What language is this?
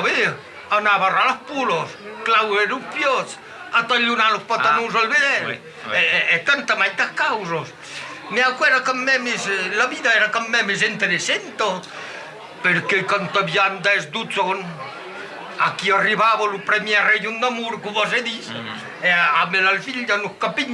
Occitan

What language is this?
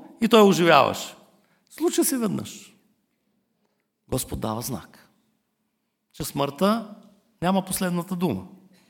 Bulgarian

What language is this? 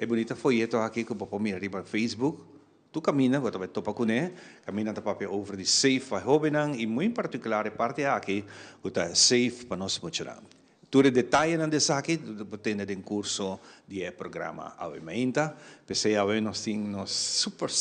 Papiamento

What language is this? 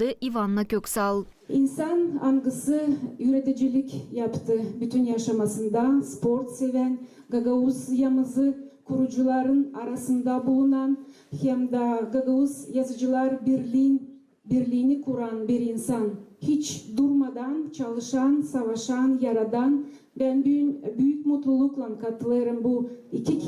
Gagauz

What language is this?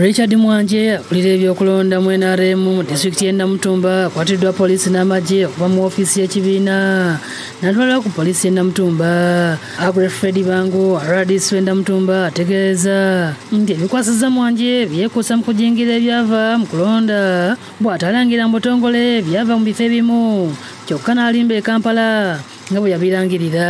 Ganda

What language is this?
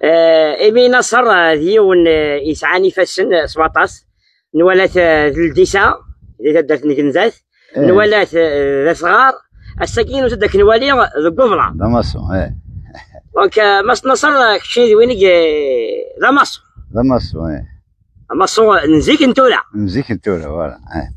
Kabyle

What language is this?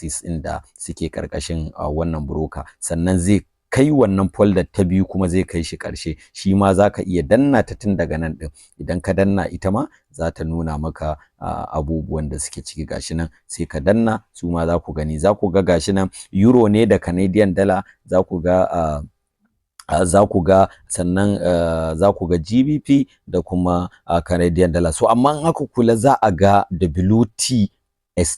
Hausa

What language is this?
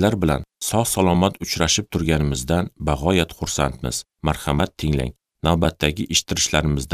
Uzbek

